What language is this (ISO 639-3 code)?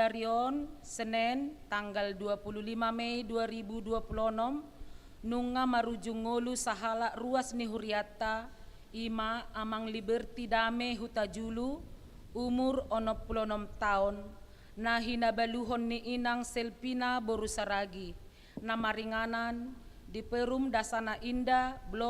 bbc